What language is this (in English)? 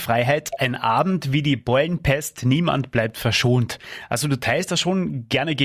German